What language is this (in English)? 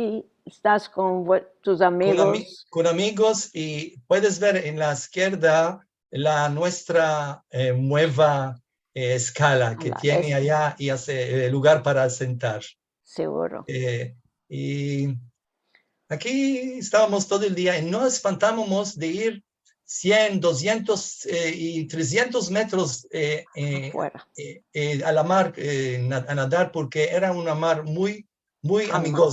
Ladino